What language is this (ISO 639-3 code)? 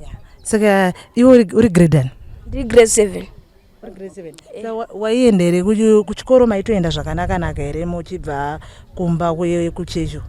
sna